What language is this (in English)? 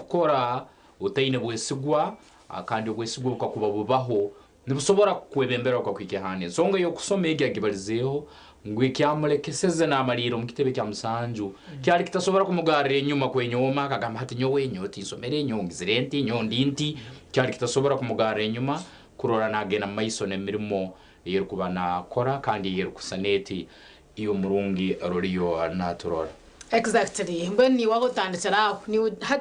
Nyankole